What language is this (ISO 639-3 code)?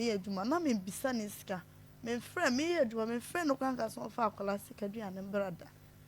aka